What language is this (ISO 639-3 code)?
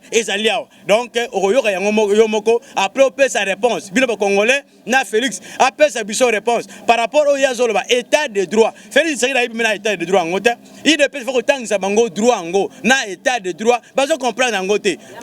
lin